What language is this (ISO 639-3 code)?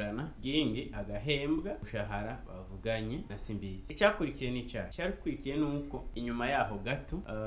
run